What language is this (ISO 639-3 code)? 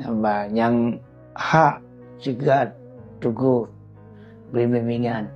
ace